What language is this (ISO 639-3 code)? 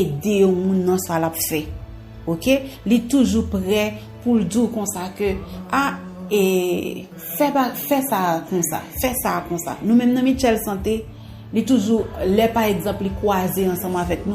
hat